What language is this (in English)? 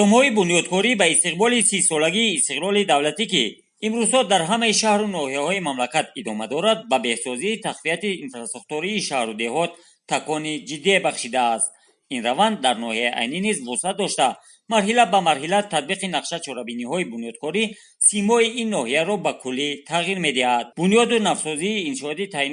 Tajik